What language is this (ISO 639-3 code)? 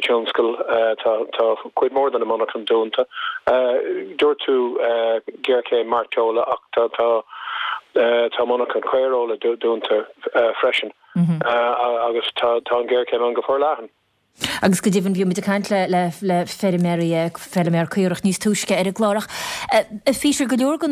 gle